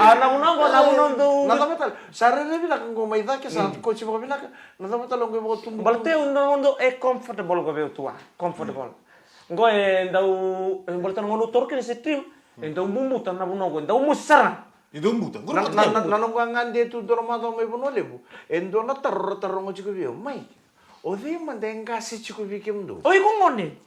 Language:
Fijian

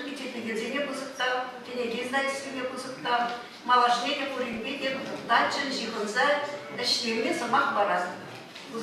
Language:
Chuvash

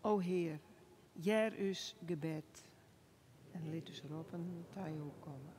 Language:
Western Frisian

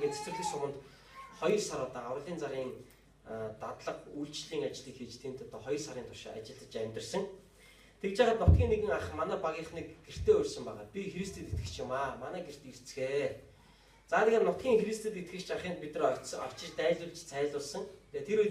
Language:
Mongolian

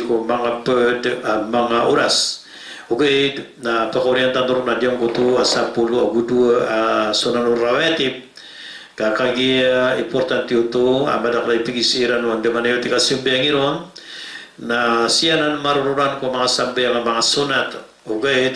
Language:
Maranao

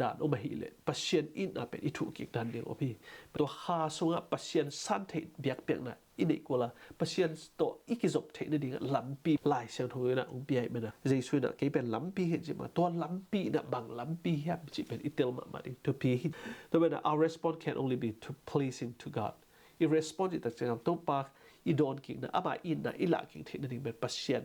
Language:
Tedim Chin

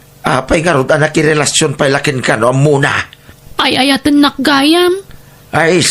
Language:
Iloko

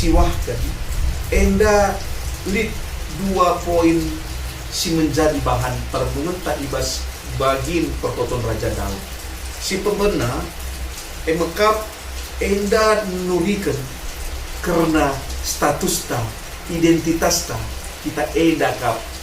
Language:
Batak Karo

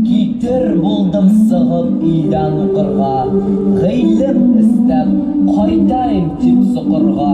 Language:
Bashkir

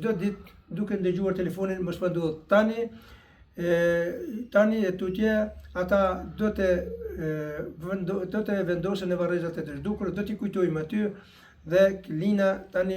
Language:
Albanian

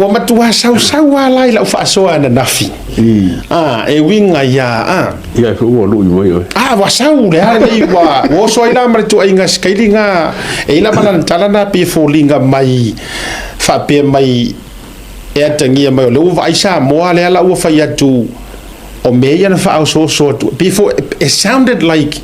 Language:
Samoan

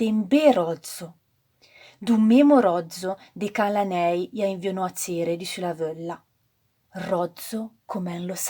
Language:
Arpitan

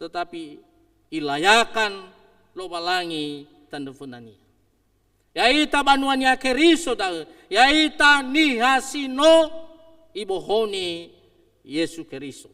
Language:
Nias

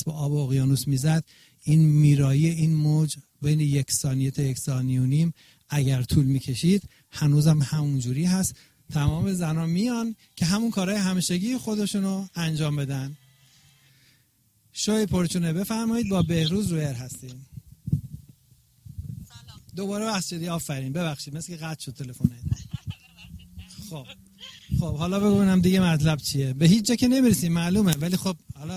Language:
Persian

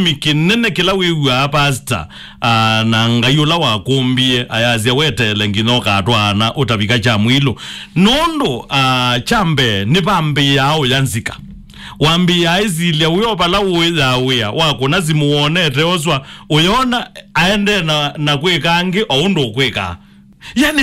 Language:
Kamba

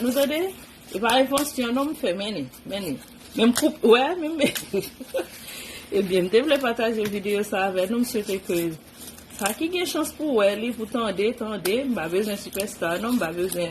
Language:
Haitian Creole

